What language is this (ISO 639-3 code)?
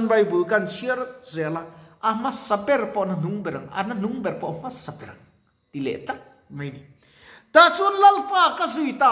lus